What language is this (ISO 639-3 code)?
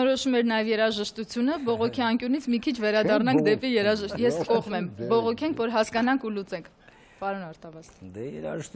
hye